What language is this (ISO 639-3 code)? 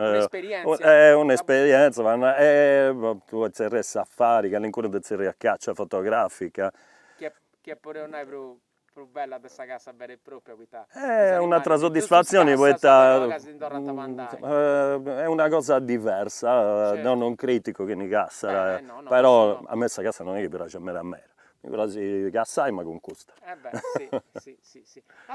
srd